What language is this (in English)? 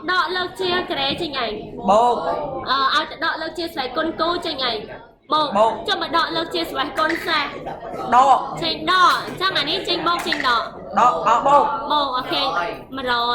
Khmer